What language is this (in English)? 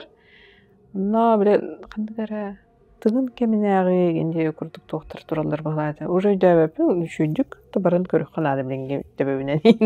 Yakut